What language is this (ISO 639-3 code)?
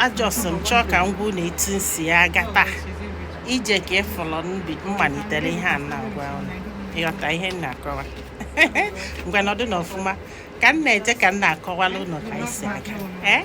ibo